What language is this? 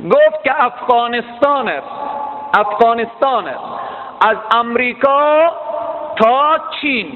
Tajik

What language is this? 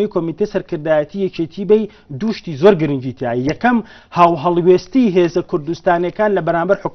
Central Kurdish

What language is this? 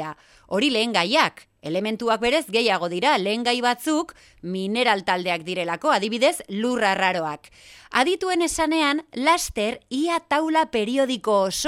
Basque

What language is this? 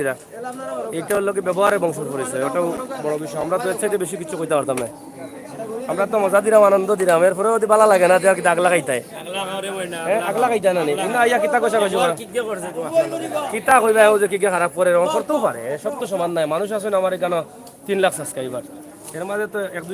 Sylheti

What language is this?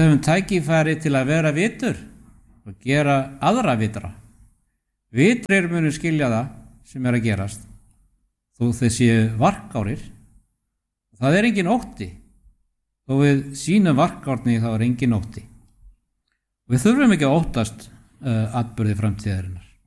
Icelandic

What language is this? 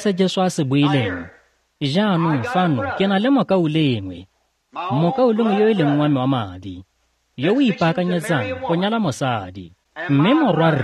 Tswana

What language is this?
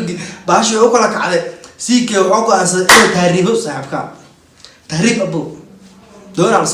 Somali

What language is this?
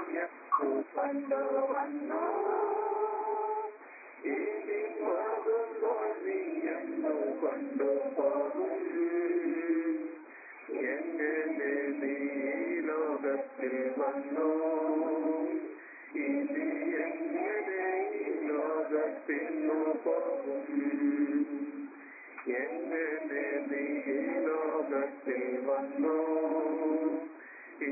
Malayalam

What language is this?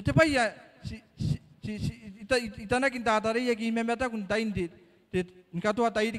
Gilbertese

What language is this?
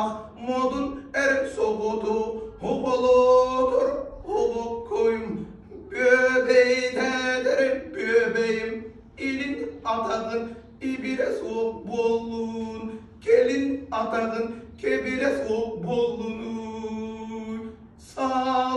Yakut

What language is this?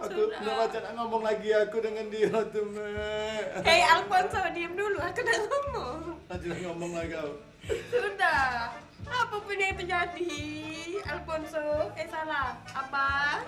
Musi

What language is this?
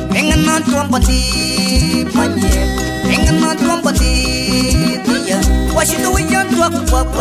Swahili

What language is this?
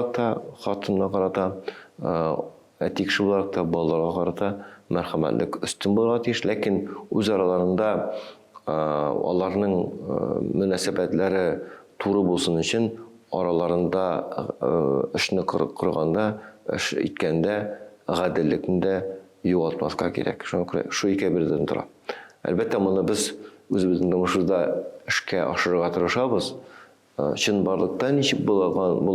Tatar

